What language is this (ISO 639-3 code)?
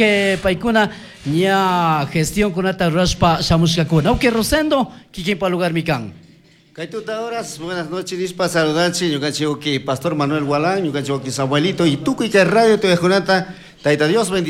qug